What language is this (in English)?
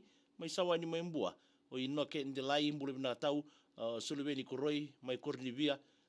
Fijian